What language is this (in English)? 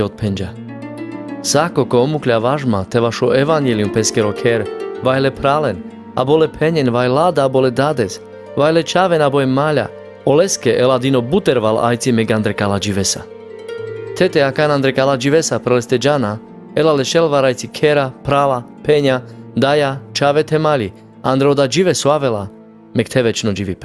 Carpathian Romani